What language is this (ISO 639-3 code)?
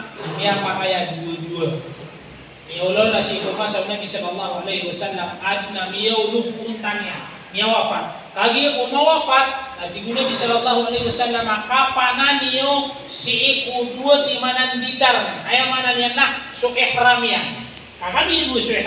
mrw